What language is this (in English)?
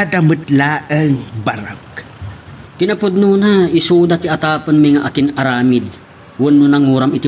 Iloko